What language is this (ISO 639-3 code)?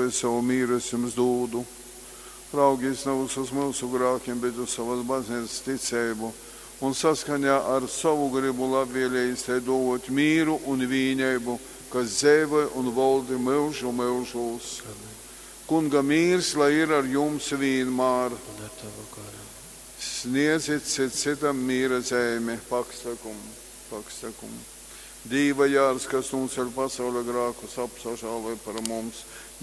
ltg